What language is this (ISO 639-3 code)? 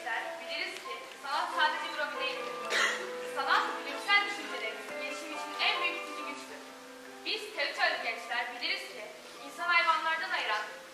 tur